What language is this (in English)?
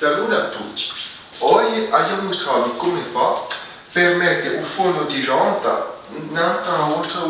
Corsican